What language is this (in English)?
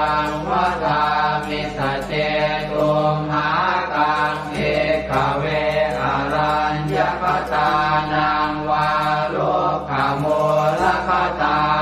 Pali